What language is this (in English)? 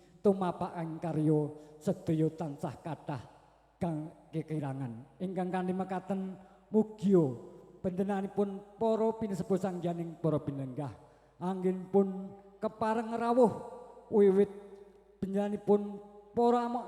Javanese